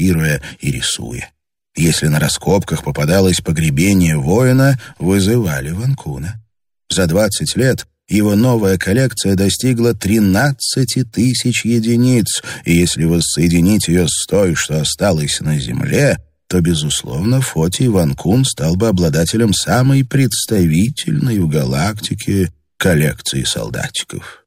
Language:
Russian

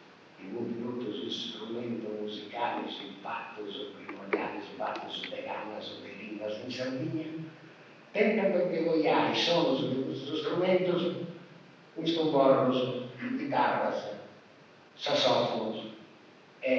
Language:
Sardinian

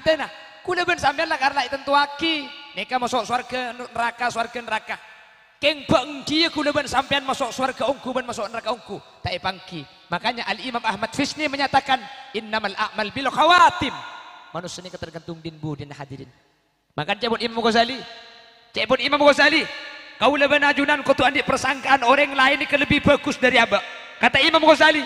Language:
Madurese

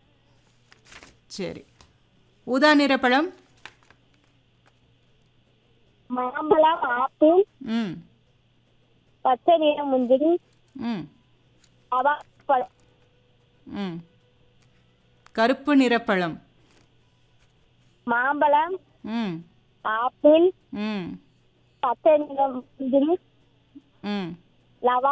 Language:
Tamil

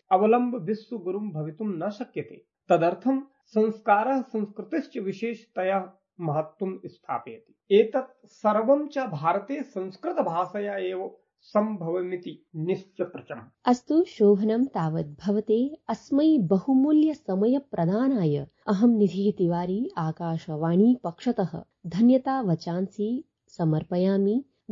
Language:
Sanskrit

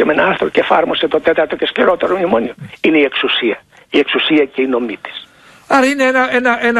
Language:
Greek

